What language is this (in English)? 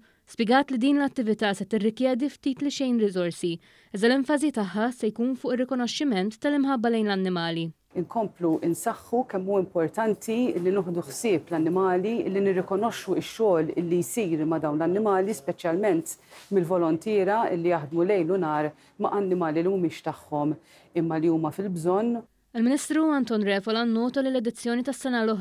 Maltese